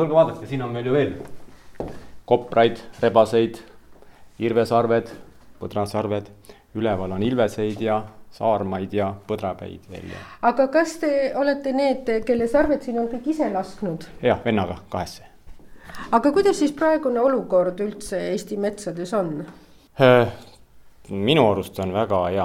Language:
Estonian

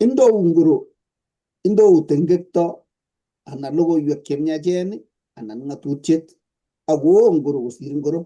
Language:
Kalenjin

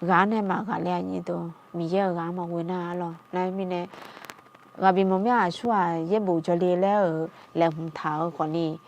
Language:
Akha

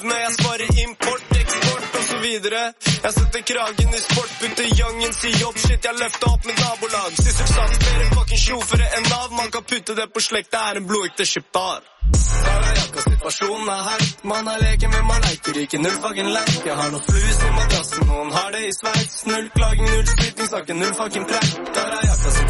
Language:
Norwegian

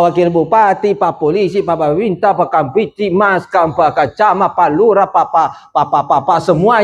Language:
Buginese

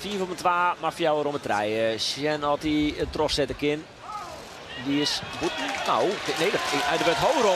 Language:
Western Frisian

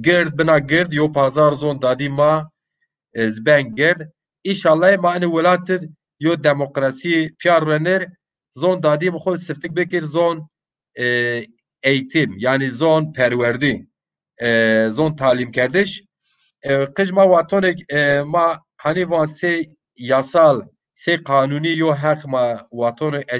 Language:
Zaza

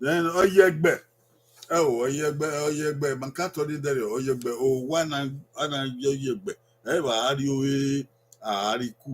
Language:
Bini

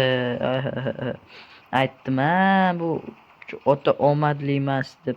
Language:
Uzbek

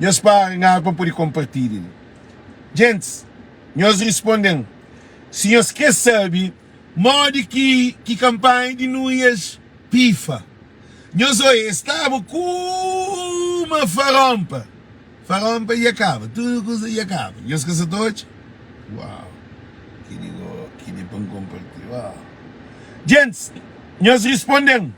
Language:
Kabuverdianu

